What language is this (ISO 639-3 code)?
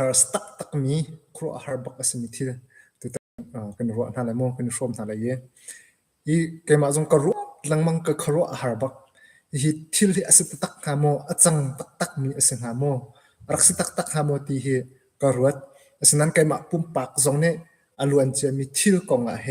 cnh